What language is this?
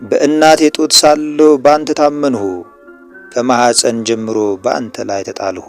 Amharic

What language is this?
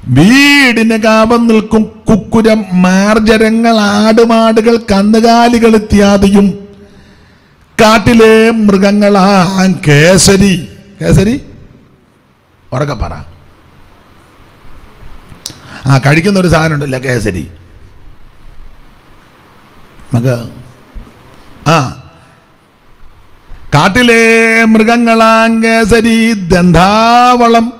Malayalam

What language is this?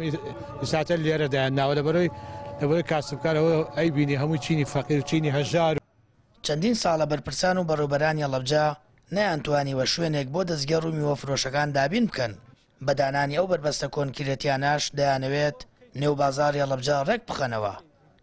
Central Kurdish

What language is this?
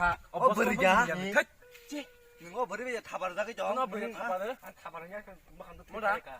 Kok Borok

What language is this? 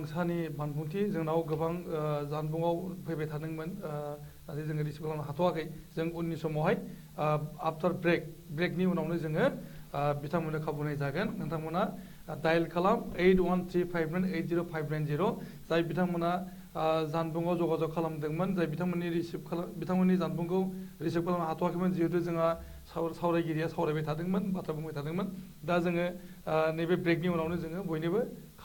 Bodo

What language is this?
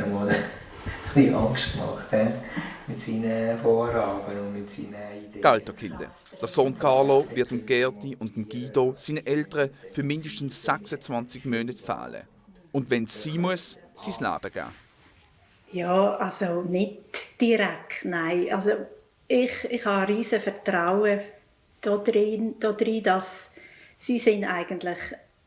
Swiss German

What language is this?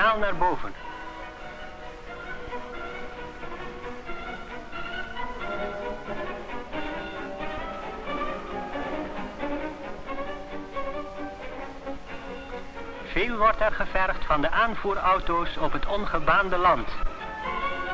Dutch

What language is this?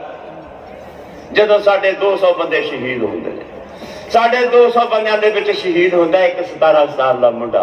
Punjabi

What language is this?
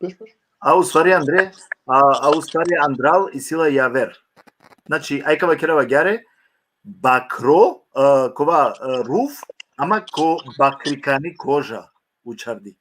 Balkan Romani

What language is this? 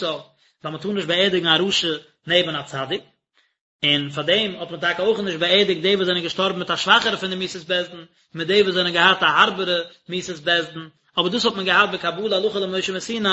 Yiddish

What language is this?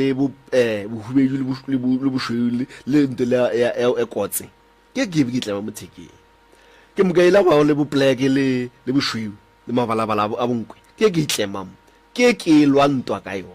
Northern Sotho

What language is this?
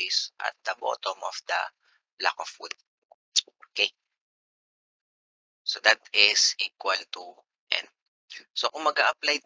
Filipino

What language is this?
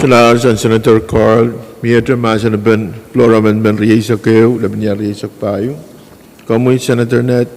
Pohnpeian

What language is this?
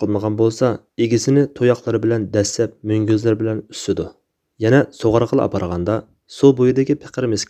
Uyghur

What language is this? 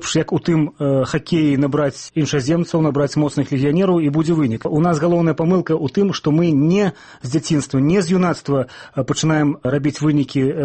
Belarusian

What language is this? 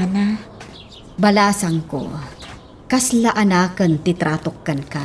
Iloko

